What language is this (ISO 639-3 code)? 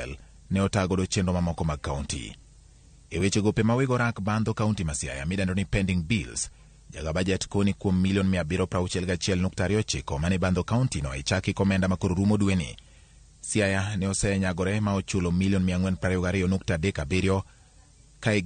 luo